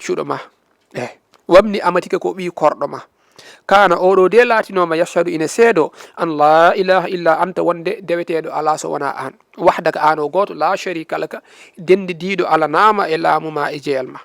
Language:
Fula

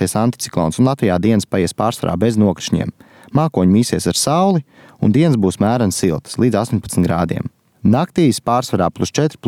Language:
Latvian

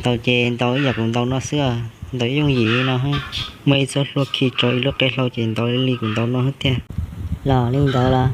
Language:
Hmong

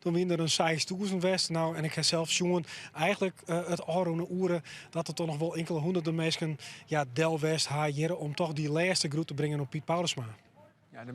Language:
Western Frisian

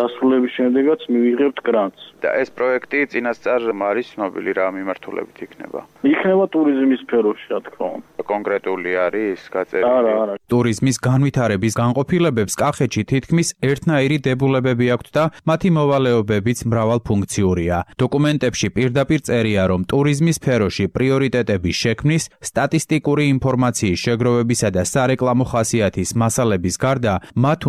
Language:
Georgian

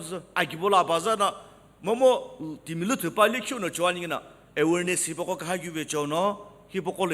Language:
Sumi Naga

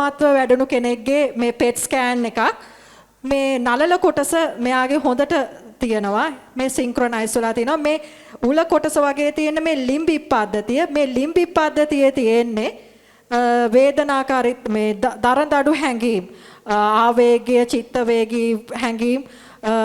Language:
Sinhala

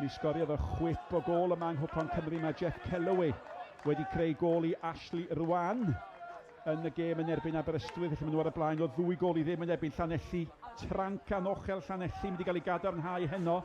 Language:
Welsh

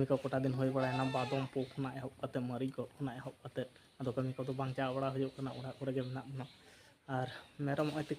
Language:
Santali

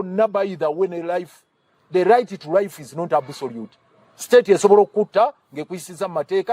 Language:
Ganda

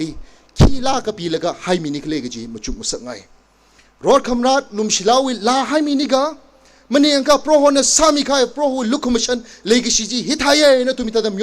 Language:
Tangkhul Naga (India)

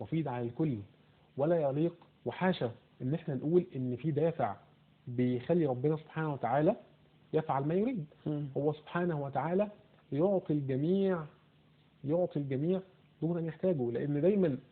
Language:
Egyptian Arabic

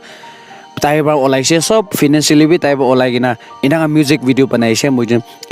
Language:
Naga Pidgin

